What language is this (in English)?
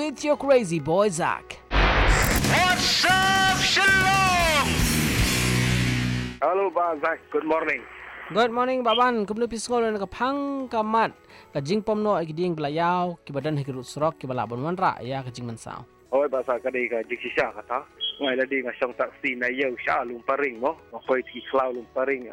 Malay